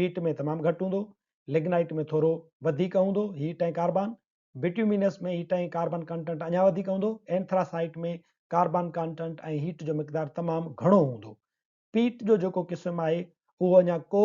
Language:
Sindhi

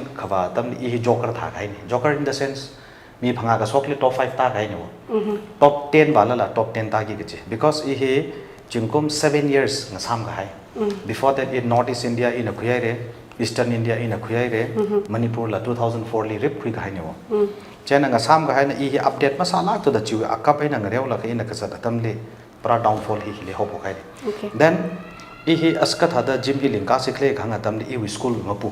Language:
Tangkhul Naga (India)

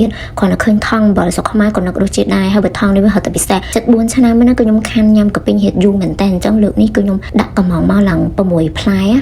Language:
Khmer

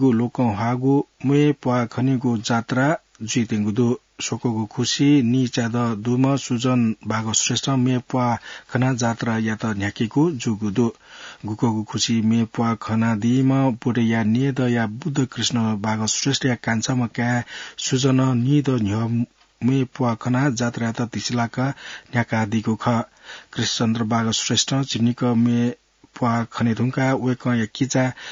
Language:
Newari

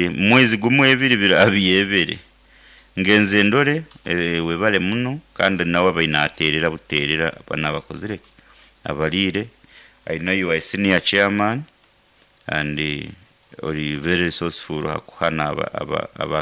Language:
Nyoro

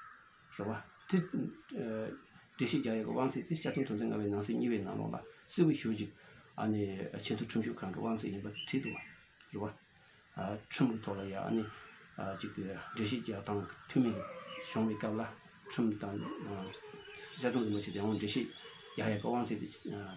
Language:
Tibetan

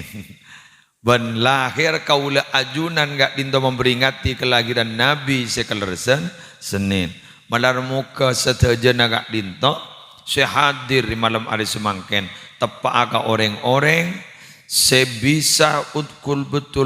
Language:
Madurese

